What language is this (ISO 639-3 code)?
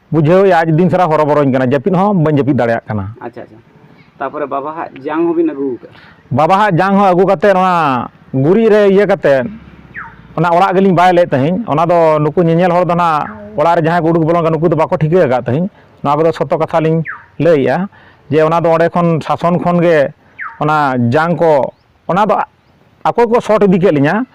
sat